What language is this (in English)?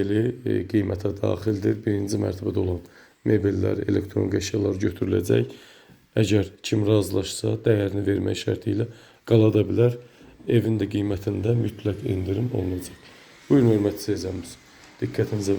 Azerbaijani